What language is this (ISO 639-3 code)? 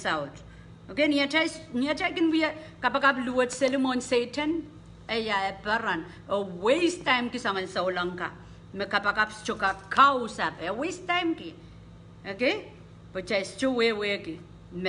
pon